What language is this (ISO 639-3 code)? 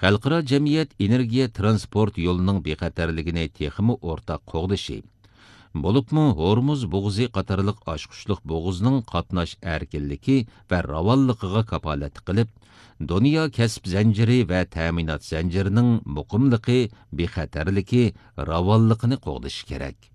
uig